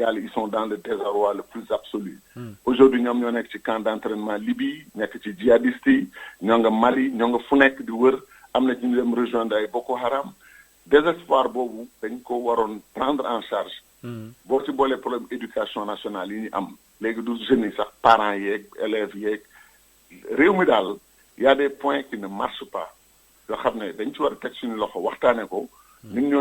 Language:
Wolof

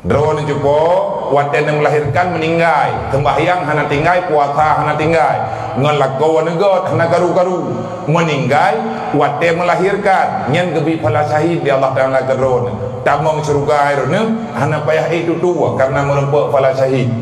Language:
Achinese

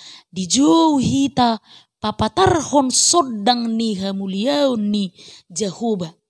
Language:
Batak Toba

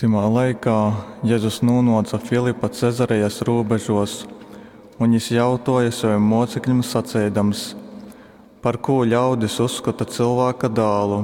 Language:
Latgalian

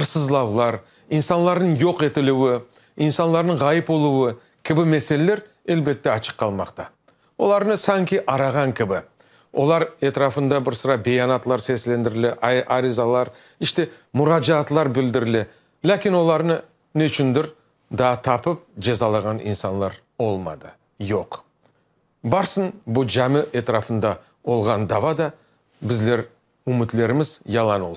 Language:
Crimean Tatar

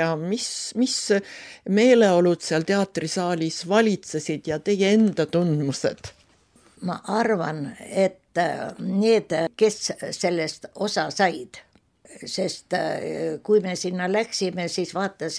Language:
Estonian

